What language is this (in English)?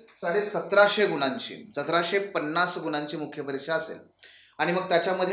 Marathi